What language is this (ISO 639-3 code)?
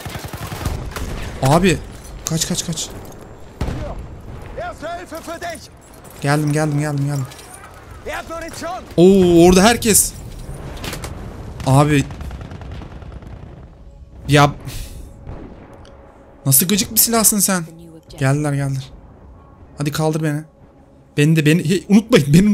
tur